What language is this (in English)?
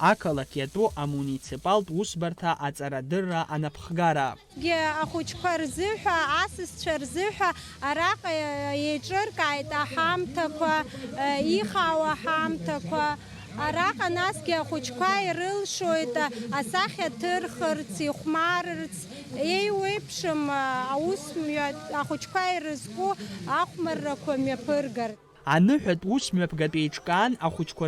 Abkhazian